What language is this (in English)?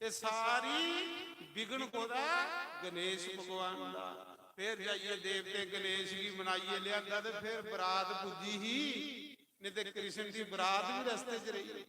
Dogri